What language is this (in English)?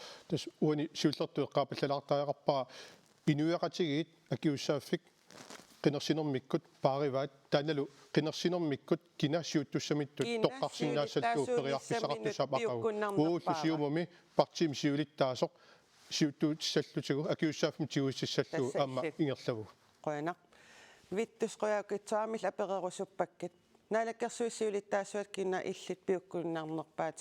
Kalaallisut